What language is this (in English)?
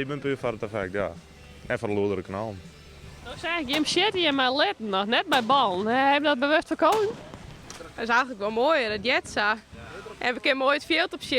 Western Frisian